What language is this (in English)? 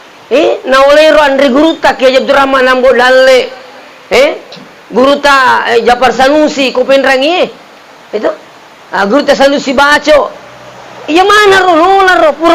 Buginese